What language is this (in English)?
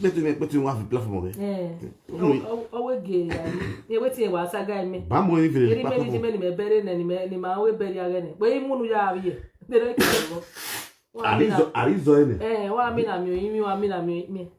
Nigerian Pidgin